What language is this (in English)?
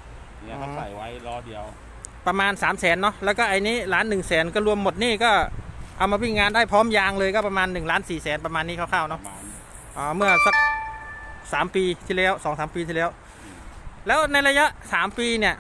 Thai